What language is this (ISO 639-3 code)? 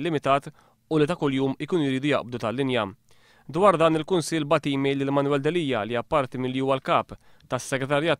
mlt